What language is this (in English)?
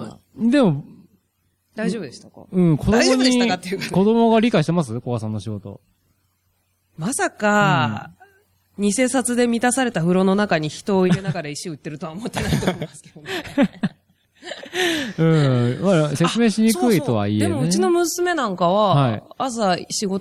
Japanese